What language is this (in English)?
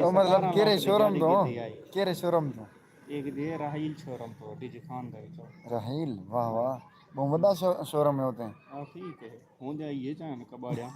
Saraiki